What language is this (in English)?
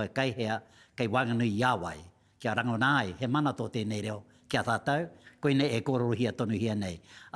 Māori